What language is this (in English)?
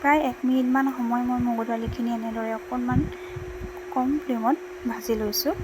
Assamese